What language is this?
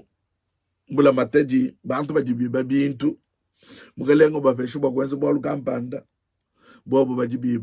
Luba-Lulua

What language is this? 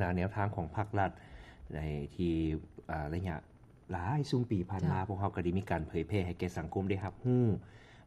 Lao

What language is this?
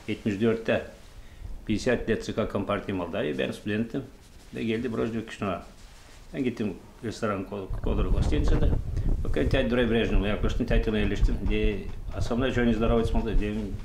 Gagauz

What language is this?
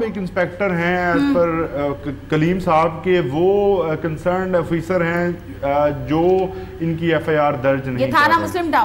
Urdu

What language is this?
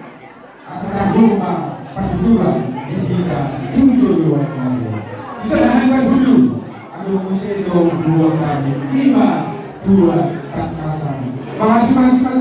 Batak Toba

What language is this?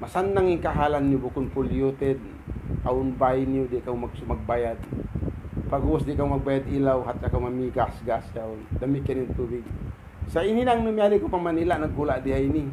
Tausug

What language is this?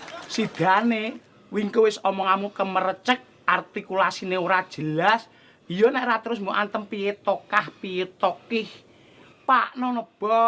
Javanese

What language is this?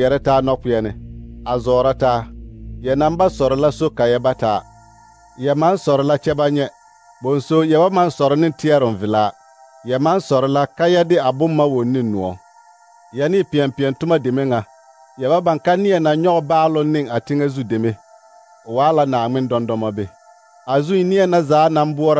Southern Dagaare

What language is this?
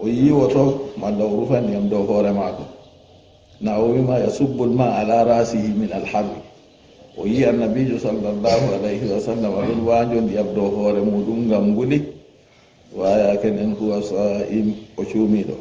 Fula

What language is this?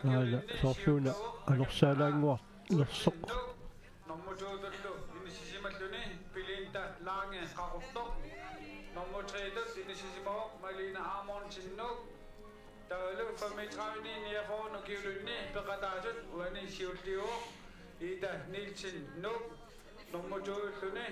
Kalaallisut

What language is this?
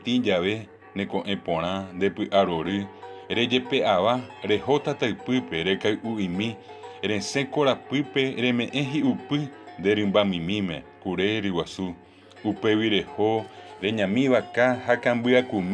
Guarani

